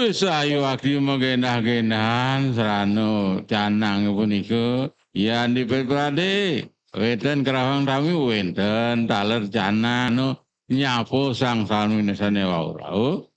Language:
Balinese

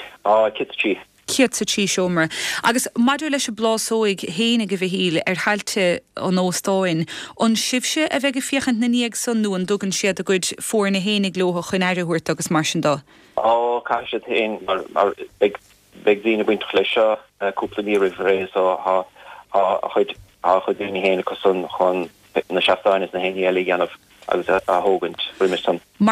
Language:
Irish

